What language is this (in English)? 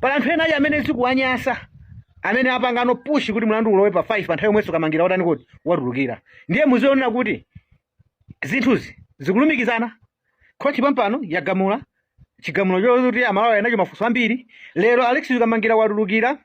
Nyanja